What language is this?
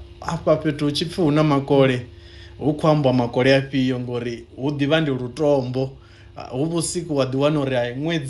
Venda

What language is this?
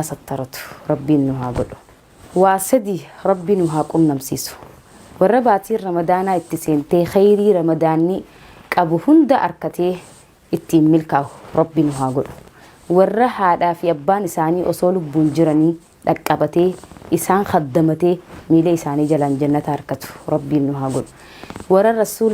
Oromo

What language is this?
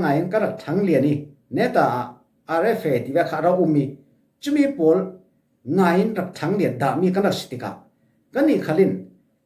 Falam Chin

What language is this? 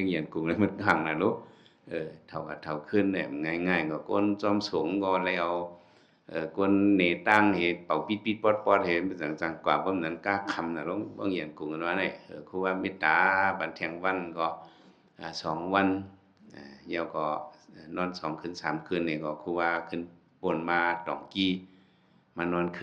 Shan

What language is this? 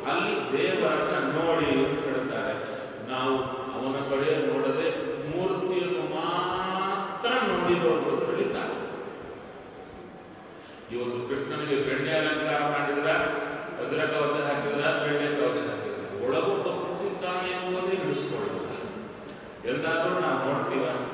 Kannada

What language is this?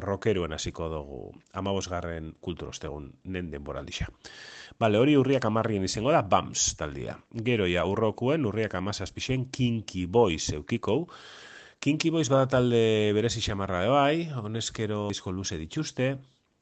Basque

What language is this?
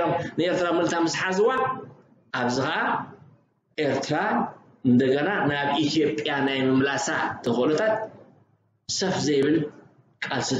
Tigrinya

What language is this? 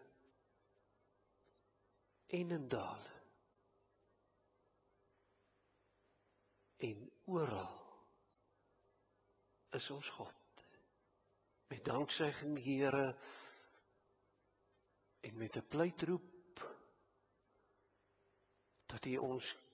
Afrikaans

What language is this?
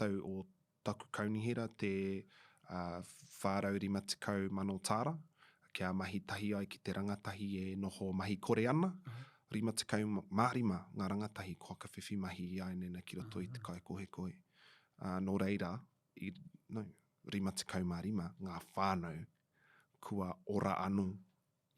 Māori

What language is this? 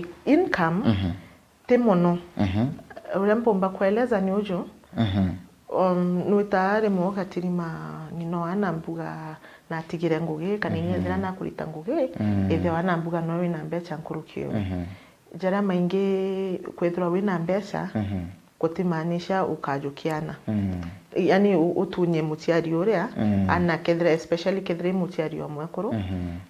Meru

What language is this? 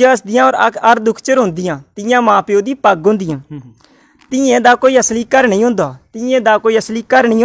Dogri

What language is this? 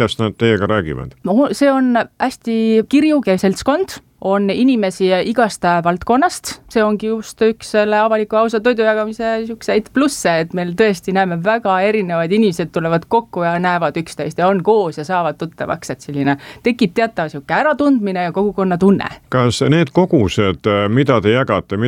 Estonian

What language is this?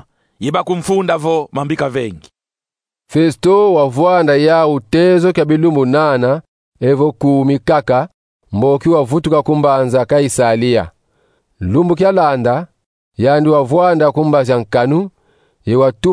Kongo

